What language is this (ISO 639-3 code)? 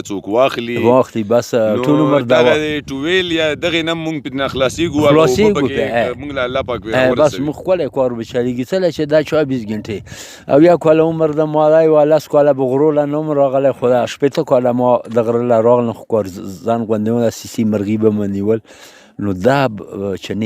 pus